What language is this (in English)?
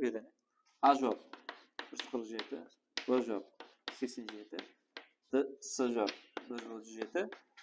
Kara-Kalpak